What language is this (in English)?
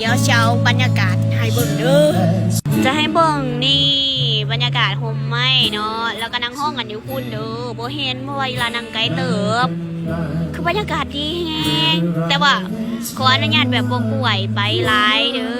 Lao